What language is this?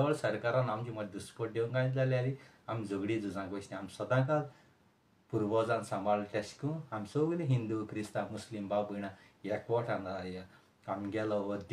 Konkani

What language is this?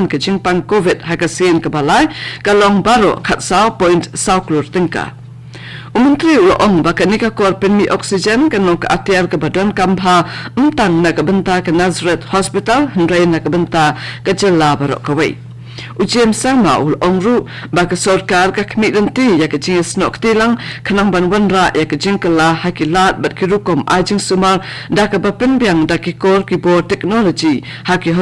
Khasi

